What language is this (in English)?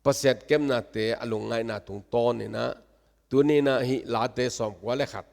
Tedim Chin